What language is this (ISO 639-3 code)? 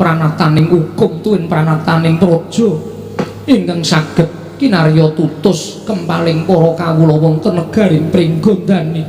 jav